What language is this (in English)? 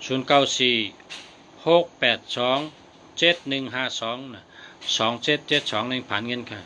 Shan